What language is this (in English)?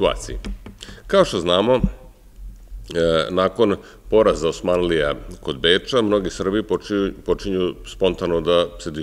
Serbian